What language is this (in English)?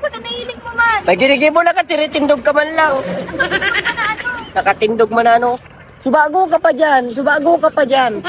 Bikol